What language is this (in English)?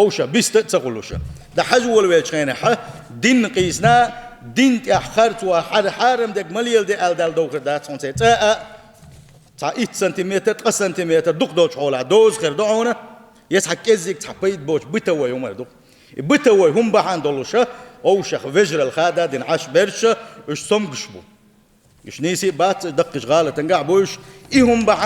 Chechen